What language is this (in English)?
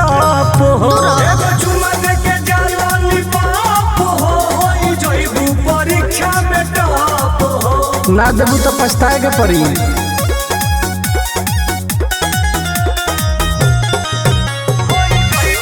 Bhojpuri